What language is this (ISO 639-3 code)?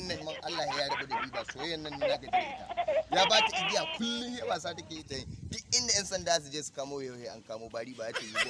hau